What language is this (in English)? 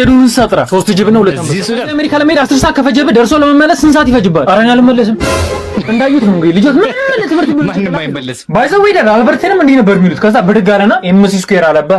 Amharic